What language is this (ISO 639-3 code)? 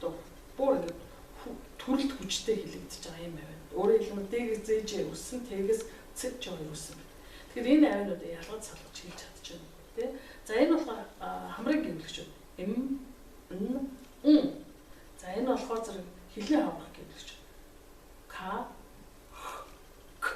mon